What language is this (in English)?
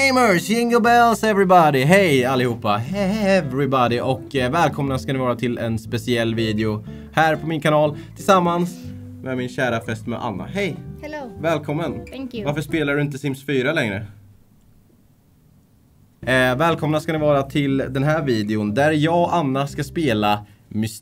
Swedish